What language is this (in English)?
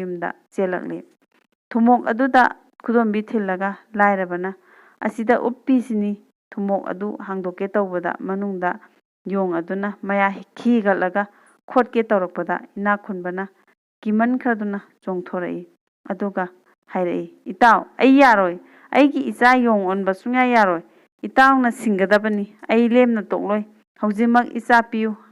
Manipuri